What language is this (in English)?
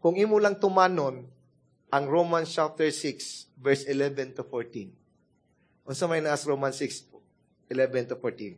Cebuano